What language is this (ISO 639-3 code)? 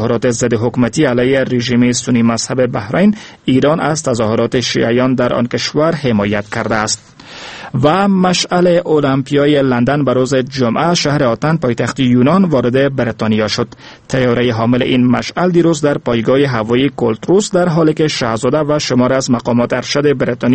fas